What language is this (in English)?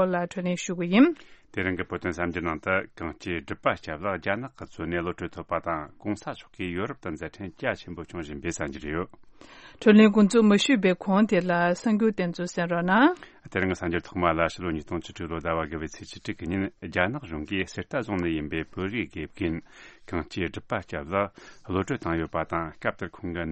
Tibetan